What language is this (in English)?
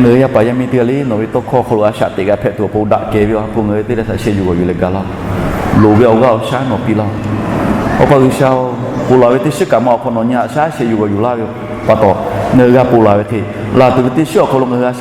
Lahu